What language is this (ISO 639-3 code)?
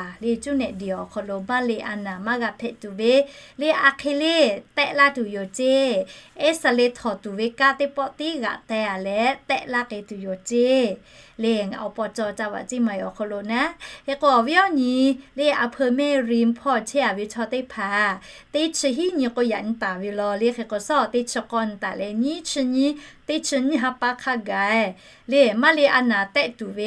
lhu